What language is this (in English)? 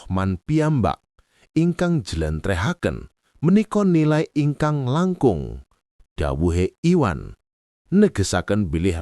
Javanese